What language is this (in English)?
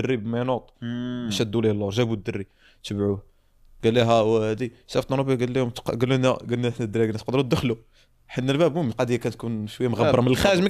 Moroccan Arabic